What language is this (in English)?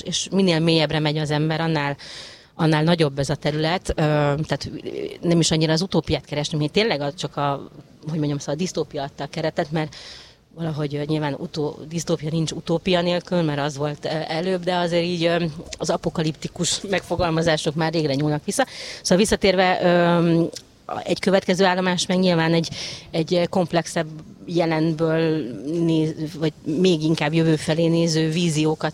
Hungarian